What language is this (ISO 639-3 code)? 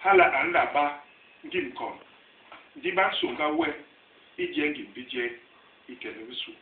bas